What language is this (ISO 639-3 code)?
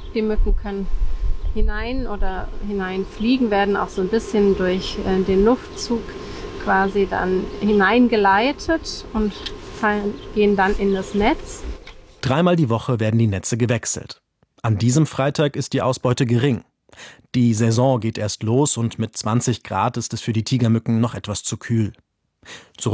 deu